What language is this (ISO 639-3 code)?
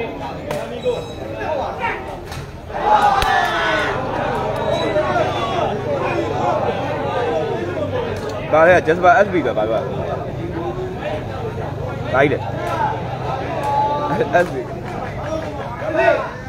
mya